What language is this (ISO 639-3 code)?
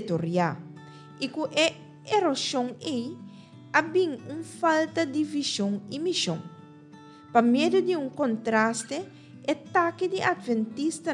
pap